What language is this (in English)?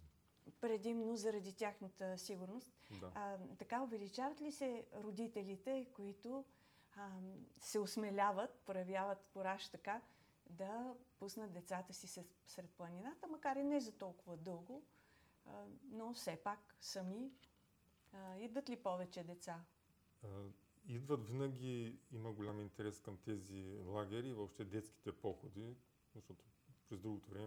Bulgarian